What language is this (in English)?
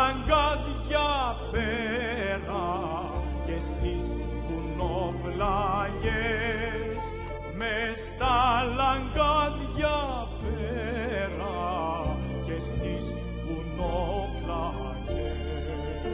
Greek